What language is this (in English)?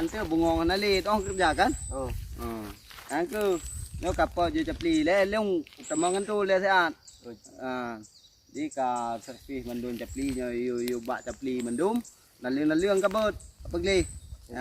Achinese